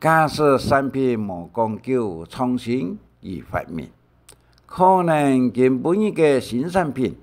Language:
Hakka Chinese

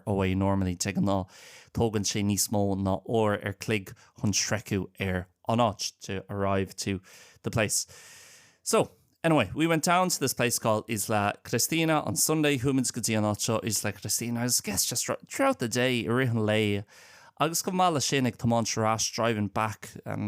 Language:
Irish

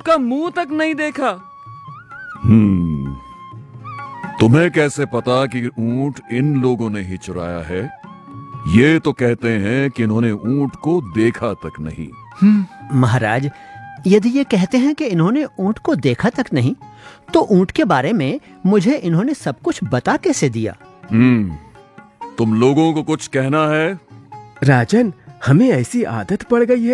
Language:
Hindi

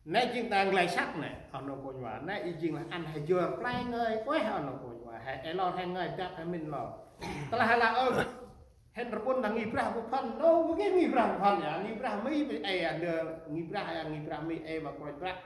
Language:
Central Mnong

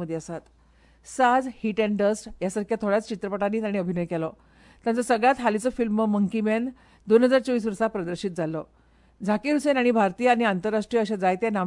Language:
Konkani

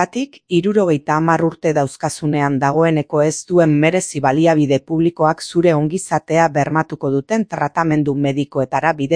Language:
Basque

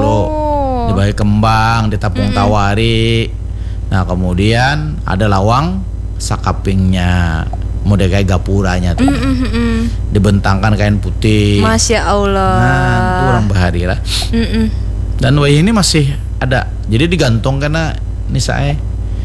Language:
Banjar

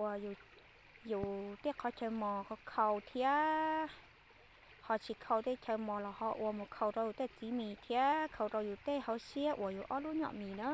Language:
Hmong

